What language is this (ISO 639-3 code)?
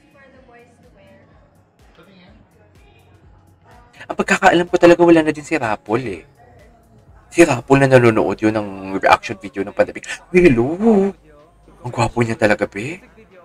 fil